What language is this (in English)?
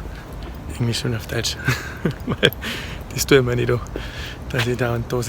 Bavarian